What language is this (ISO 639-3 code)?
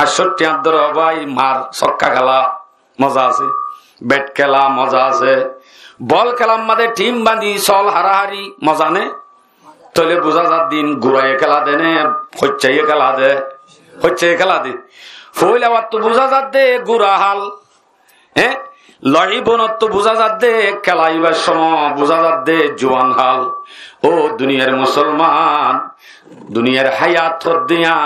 rhg